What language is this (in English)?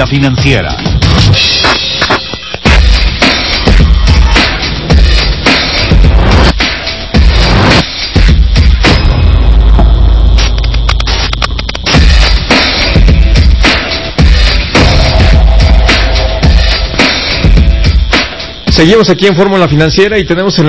Spanish